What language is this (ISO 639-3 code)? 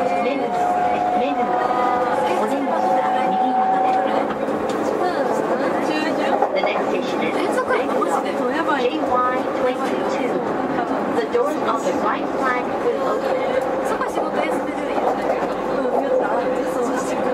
jpn